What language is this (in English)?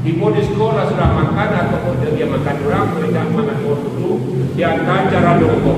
Minangkabau